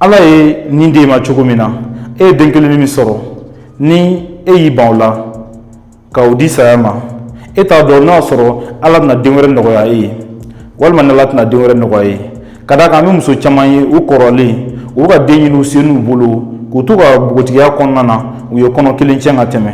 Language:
Bambara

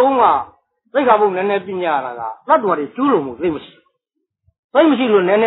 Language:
Burmese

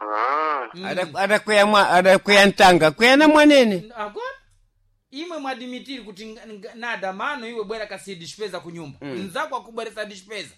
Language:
Sena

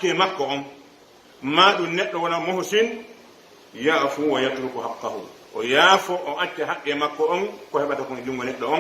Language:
Pular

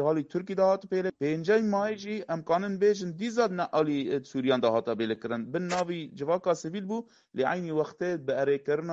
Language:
Kurdish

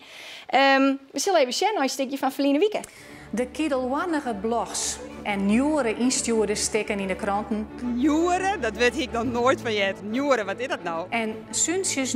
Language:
Western Frisian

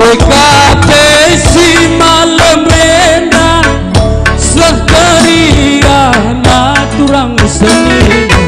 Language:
Batak Karo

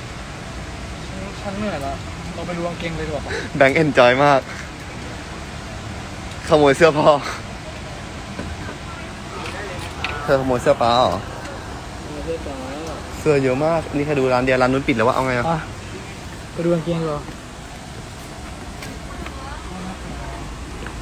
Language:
Thai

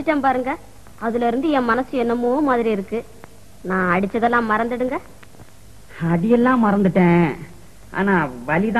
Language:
Tamil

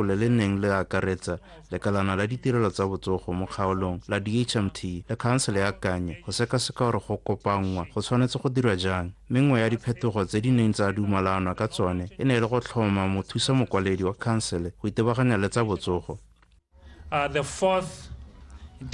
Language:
Tswana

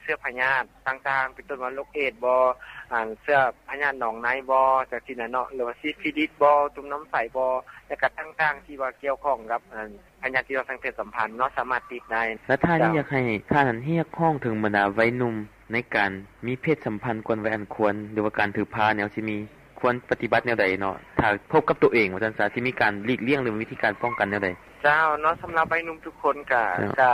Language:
Lao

